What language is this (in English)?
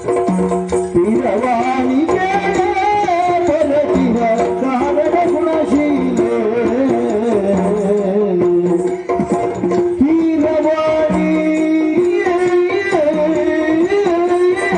Kannada